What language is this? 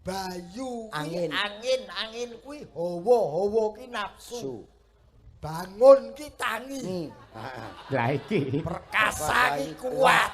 Javanese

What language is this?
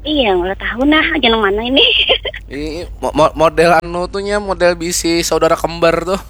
Banjar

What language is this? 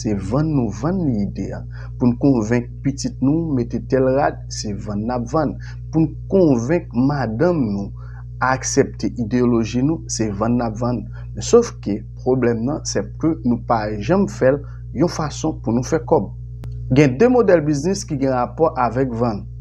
Haitian Creole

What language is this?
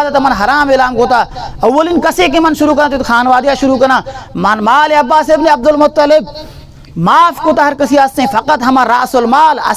Baluchi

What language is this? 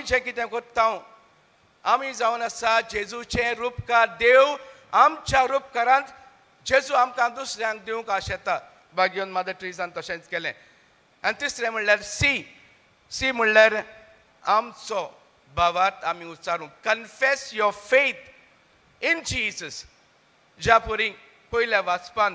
Konkani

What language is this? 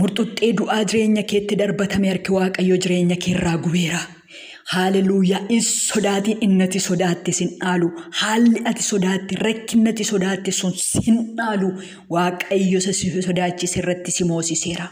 Oromo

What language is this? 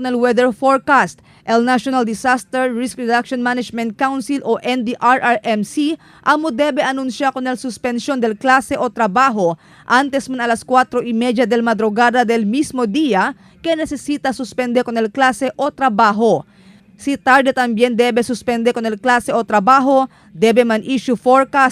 Chavacano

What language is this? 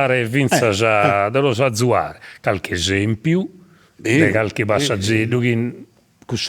Sardinian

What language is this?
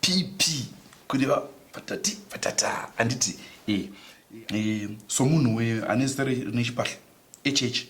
Shona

